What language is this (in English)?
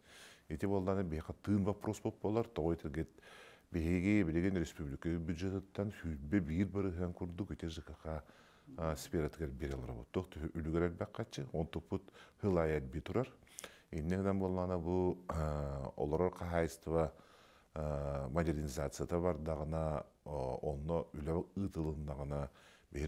Yakut